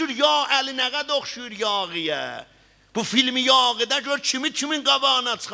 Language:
South Azerbaijani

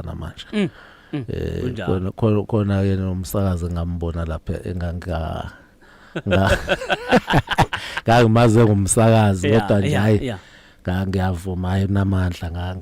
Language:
Zulu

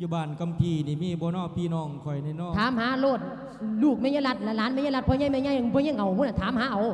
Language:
Lao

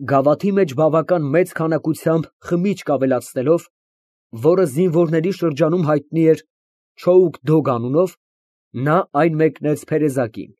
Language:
Armenian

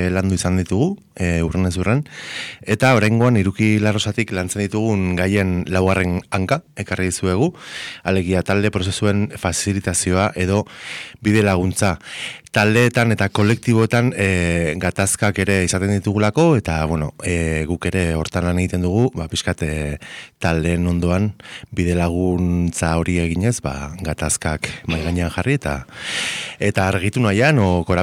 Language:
Basque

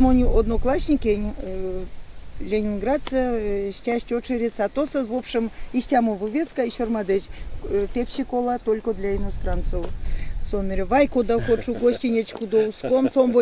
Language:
Erzya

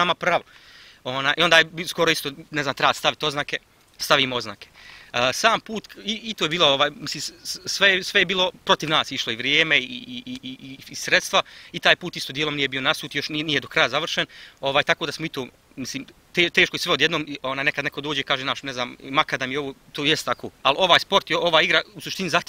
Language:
Bosnian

